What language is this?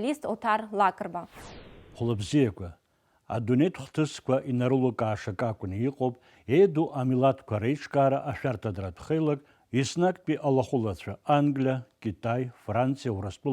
Abkhazian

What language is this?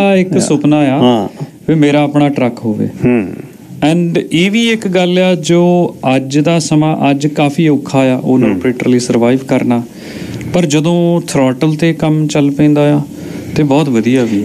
Punjabi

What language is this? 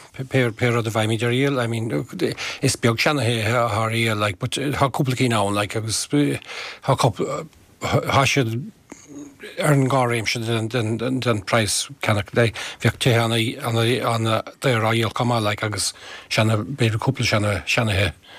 Irish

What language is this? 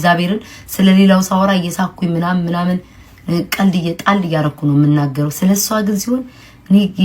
Amharic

